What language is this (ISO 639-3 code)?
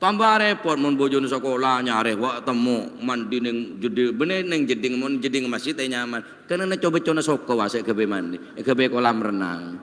mad